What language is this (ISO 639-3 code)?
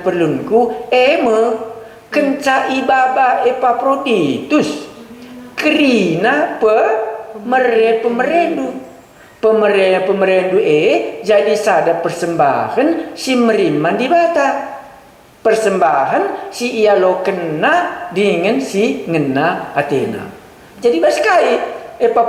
btx